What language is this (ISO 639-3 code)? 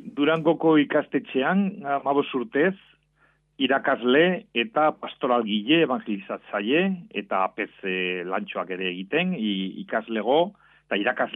eus